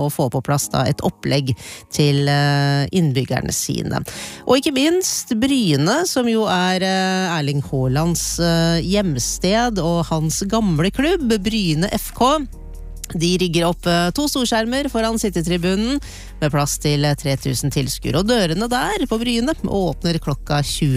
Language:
Norwegian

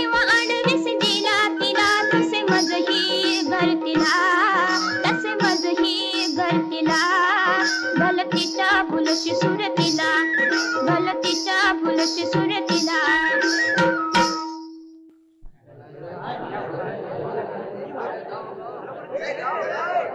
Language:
Marathi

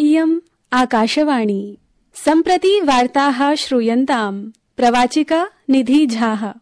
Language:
Sanskrit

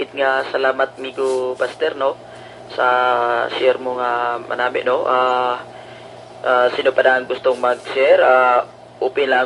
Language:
Hiligaynon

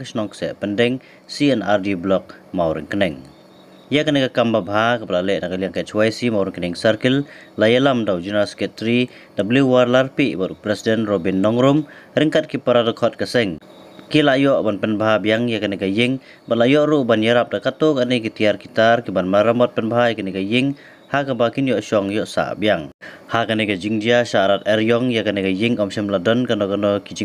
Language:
Khasi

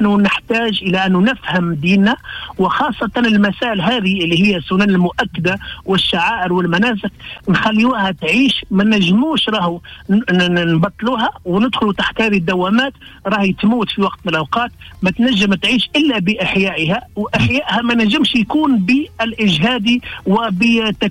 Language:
Tunisian Arabic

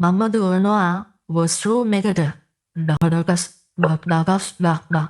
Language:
Sinhala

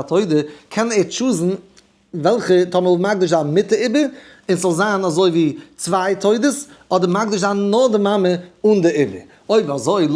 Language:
Yiddish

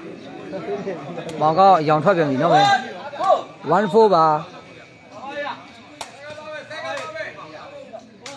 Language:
Burmese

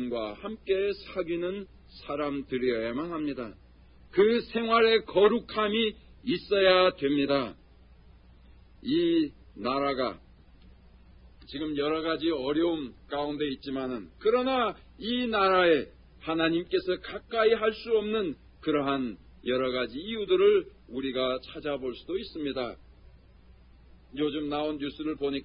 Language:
Korean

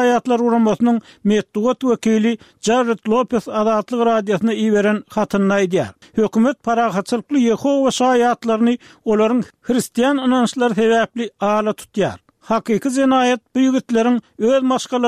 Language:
Turkmen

